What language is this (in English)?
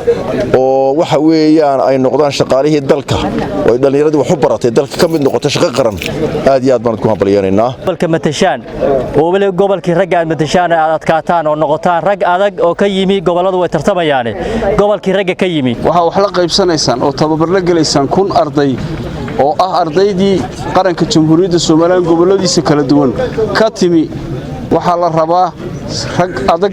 Somali